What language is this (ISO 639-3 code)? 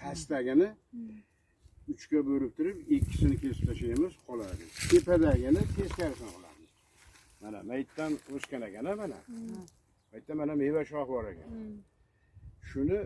uzb